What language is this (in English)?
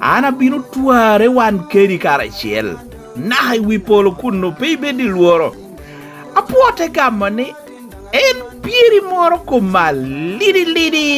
Lango (Uganda)